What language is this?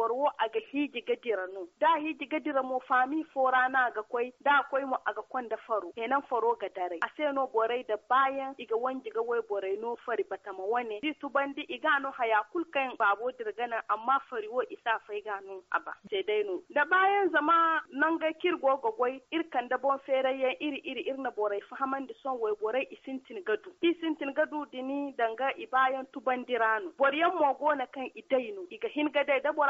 Zarma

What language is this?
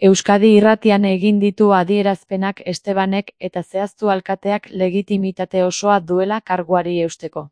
Basque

